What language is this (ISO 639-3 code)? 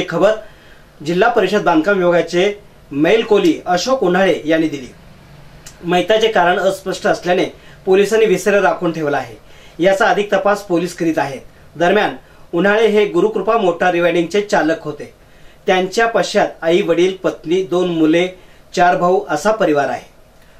mar